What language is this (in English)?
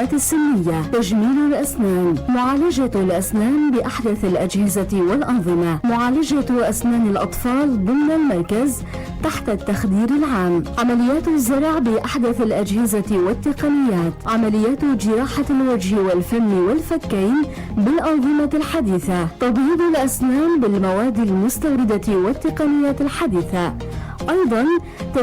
North Levantine Arabic